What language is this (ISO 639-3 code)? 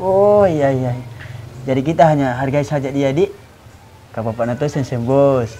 mfp